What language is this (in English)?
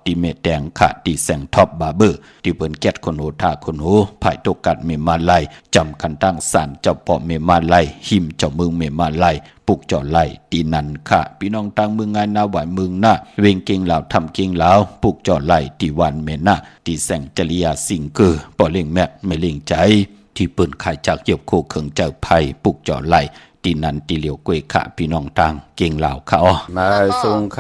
Shan